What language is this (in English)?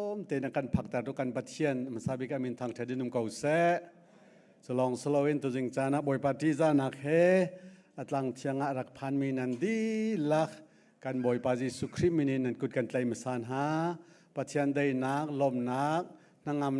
Hakha Chin